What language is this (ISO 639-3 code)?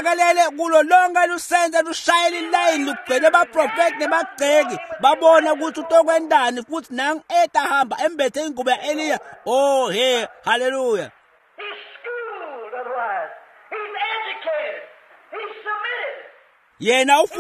ssw